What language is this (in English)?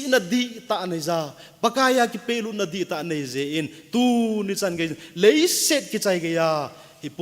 Thado Chin